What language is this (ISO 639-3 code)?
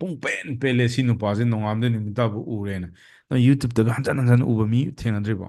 mni